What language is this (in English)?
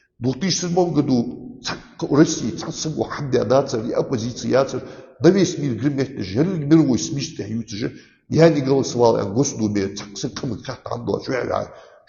Ingush